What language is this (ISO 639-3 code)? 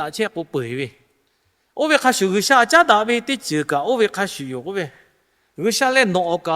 lhu